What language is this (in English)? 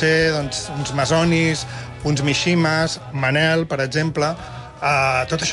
Catalan